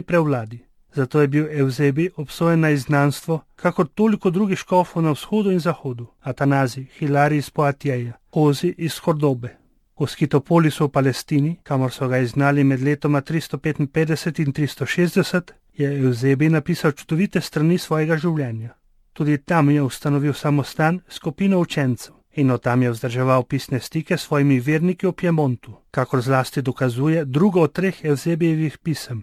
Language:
Slovenian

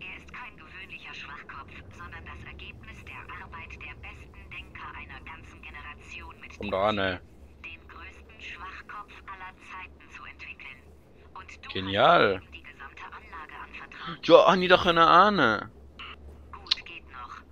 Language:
Swiss German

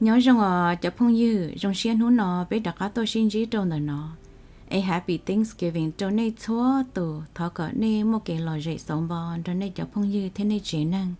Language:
Hmong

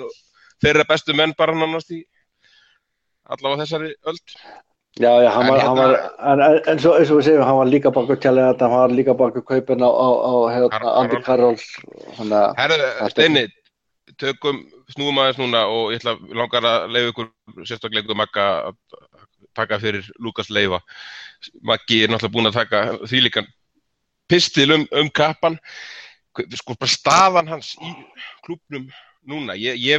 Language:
Icelandic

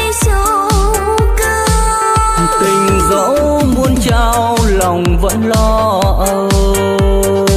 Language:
Vietnamese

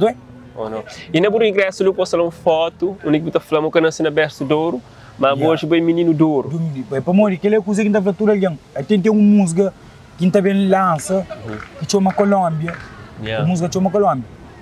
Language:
Kabuverdianu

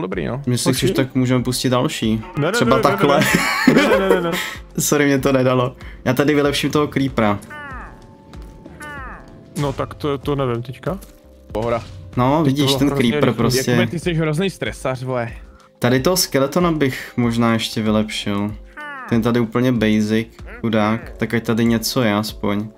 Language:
Czech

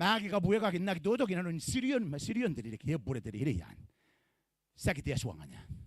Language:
Gilbertese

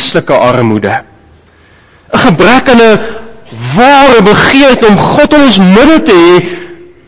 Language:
Afrikaans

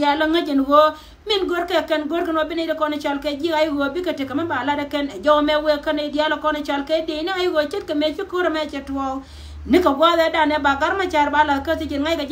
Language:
Nuer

